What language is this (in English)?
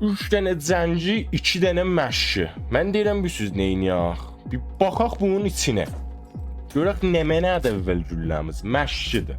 South Azerbaijani